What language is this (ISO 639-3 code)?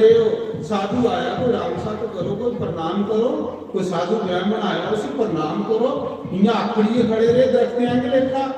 doi